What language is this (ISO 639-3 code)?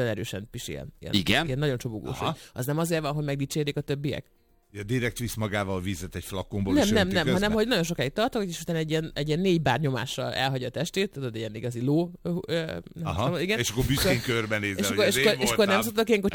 hun